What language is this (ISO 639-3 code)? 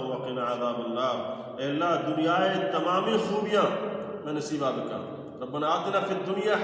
bal